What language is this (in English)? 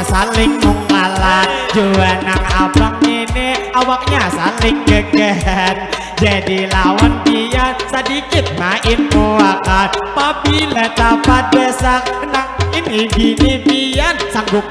Banjar